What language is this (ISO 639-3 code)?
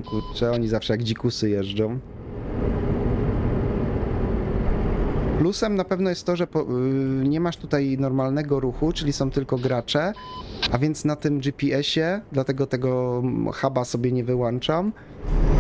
pol